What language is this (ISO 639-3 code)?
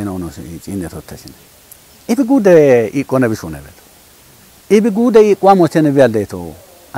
kbr